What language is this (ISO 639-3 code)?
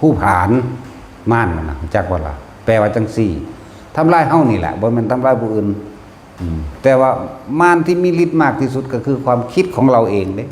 tts